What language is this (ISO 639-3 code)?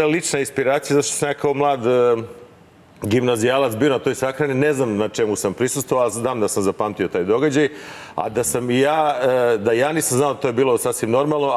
srp